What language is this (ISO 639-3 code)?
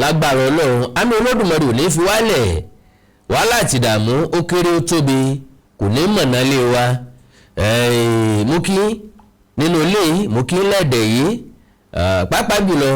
yor